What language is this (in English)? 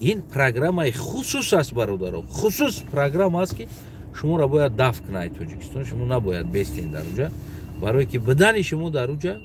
Tajik